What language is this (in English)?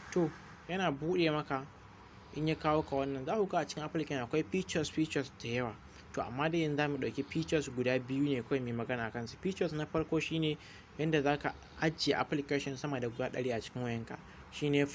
Hausa